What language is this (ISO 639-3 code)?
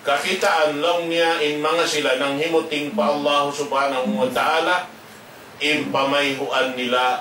tsg